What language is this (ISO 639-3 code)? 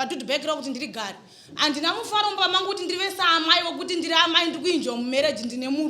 sna